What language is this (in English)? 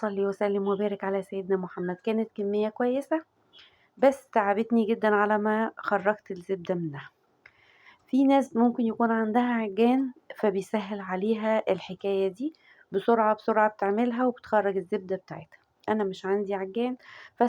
Egyptian Arabic